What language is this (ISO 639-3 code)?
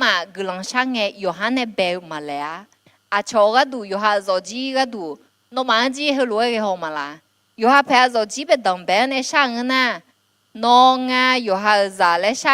ahk